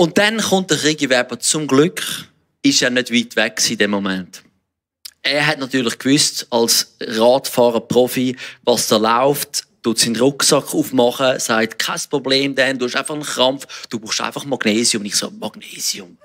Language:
Swiss German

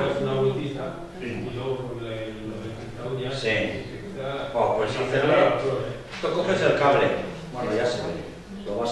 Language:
Spanish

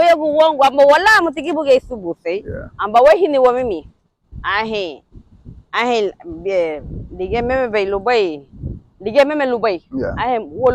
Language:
Garifuna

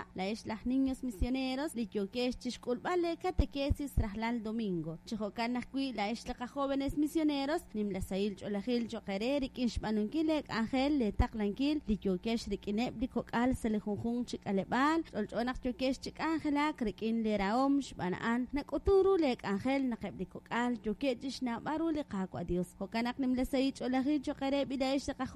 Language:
Kekchí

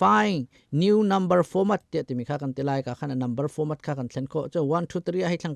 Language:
Hakha Chin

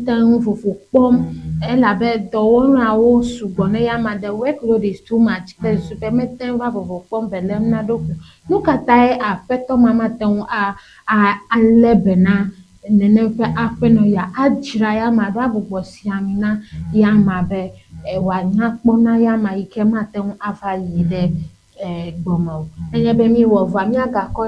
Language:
Ewe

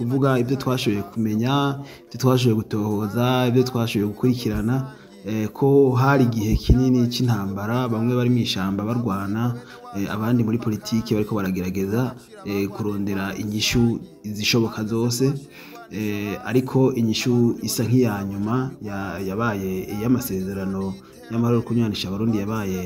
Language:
Rundi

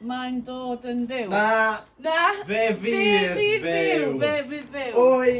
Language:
Welsh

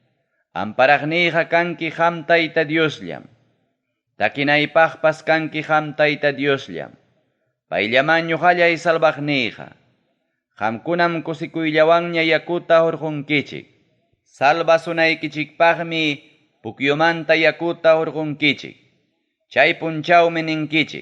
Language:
Ayacucho Quechua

